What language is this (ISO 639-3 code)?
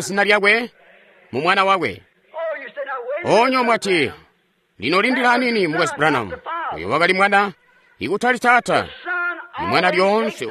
toi